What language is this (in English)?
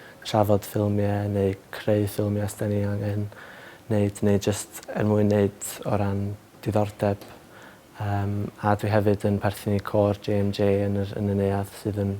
Welsh